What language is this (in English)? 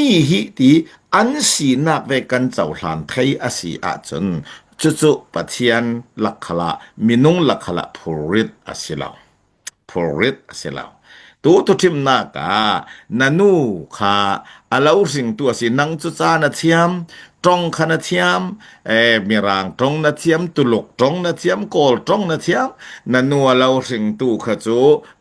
Falam Chin